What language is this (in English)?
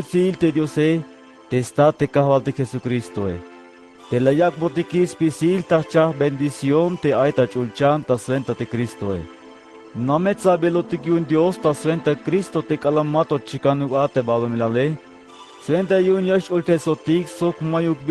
Tzeltal